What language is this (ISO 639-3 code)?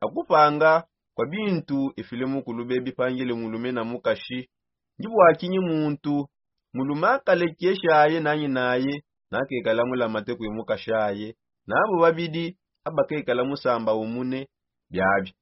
sop